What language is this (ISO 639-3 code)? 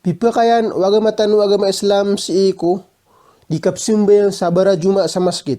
mrw